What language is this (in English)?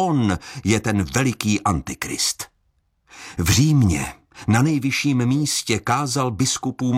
Czech